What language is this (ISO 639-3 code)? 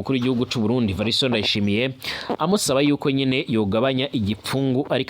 run